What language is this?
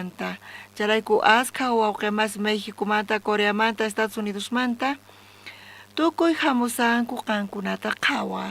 South Bolivian Quechua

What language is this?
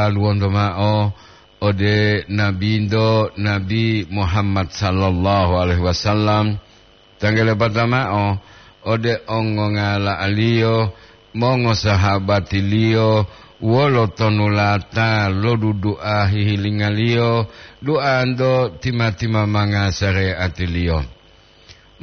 Gorontalo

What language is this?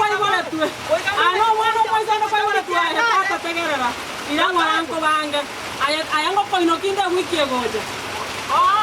Gusii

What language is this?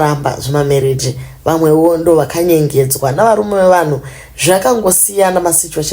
Shona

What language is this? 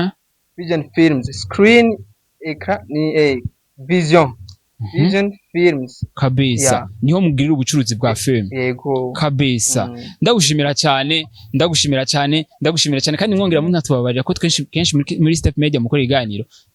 Rundi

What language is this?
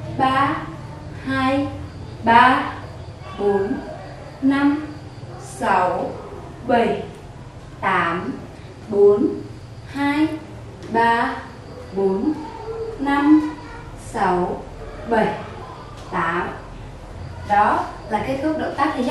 Vietnamese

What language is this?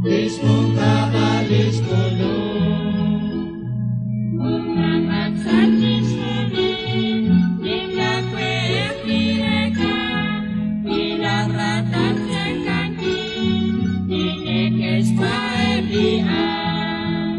Kekchí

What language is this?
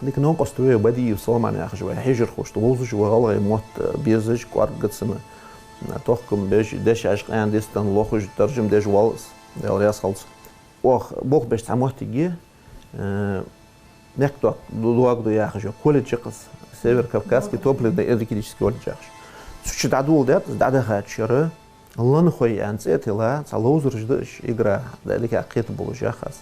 Ingush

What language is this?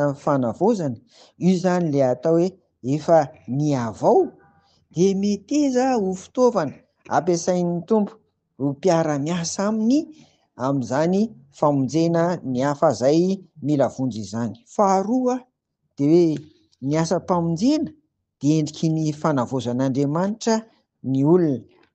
Malagasy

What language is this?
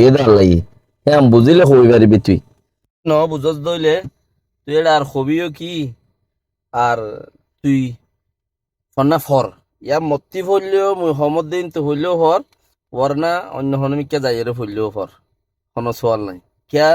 Rohingya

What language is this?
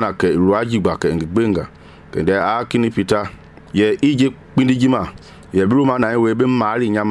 Mende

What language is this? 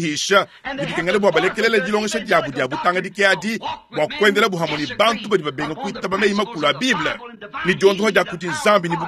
Luba-Lulua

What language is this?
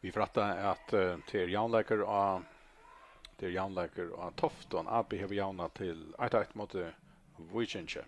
Faroese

